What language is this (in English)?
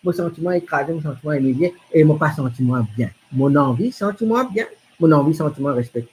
Morisyen